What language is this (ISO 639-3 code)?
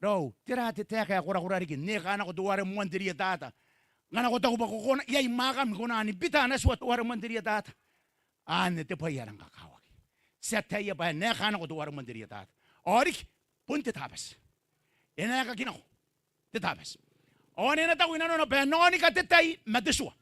gil